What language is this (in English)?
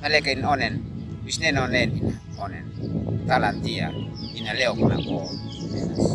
Uab Meto